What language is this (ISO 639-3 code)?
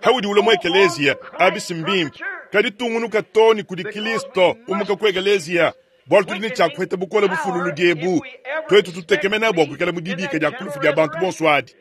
lua